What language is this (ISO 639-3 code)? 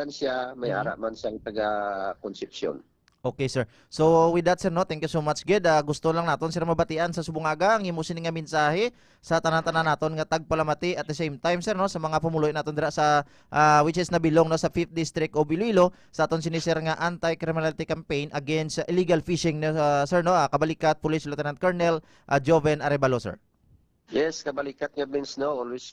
hil